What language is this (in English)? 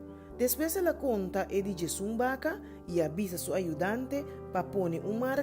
Papiamento